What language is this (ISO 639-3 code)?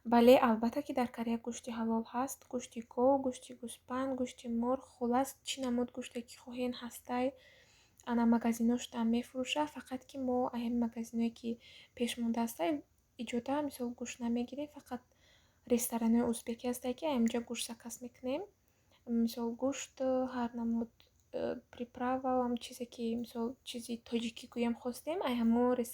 tgk